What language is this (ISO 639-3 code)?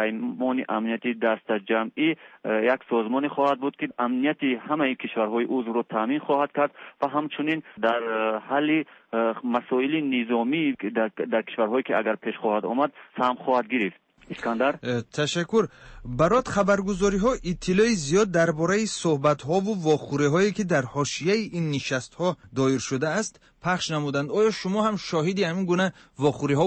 tgk